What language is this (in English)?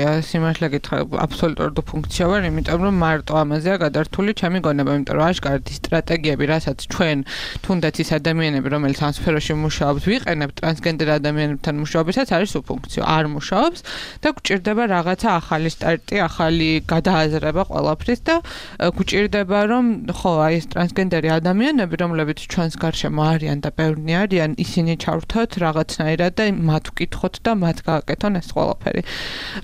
Georgian